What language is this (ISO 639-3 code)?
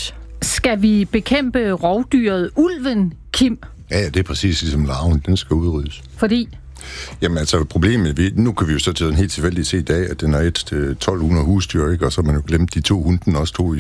dan